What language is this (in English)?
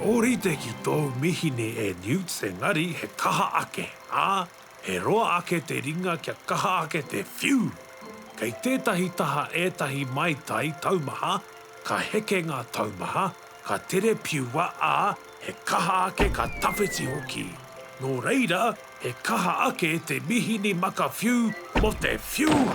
Māori